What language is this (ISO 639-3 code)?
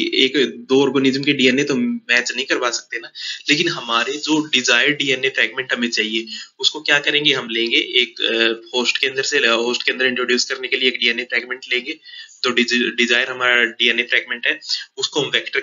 hin